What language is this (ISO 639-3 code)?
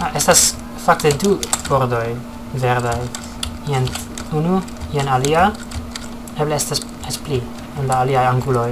epo